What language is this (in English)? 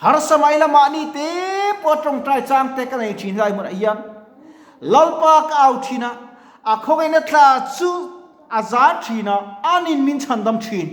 Mizo